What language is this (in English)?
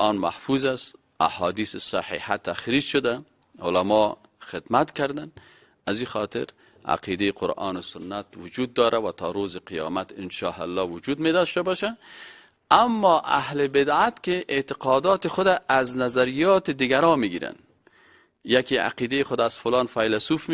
Persian